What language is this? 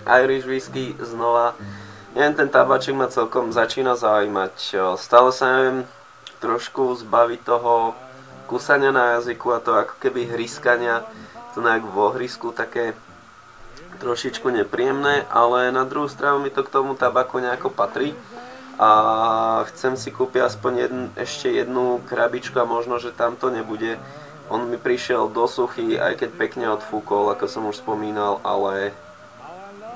Slovak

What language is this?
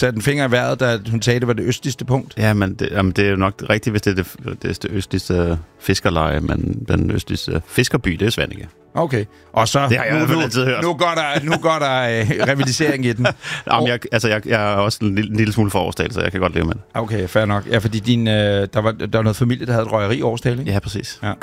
Danish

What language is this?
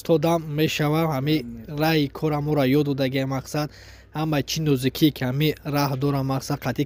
Tajik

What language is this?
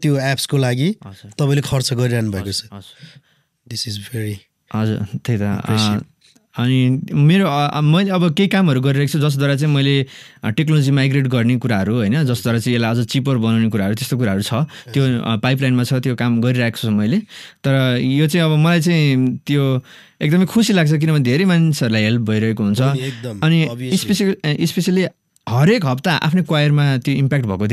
Nepali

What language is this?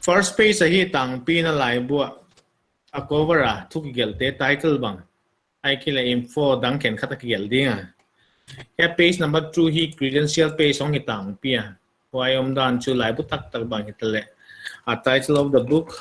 Paite Chin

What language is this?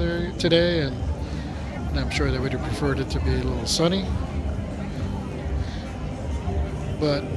English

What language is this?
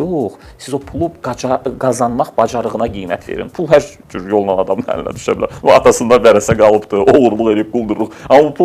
Azerbaijani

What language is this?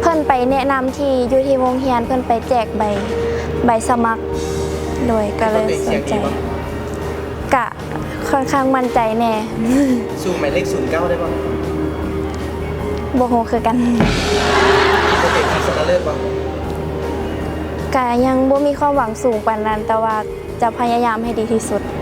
Lao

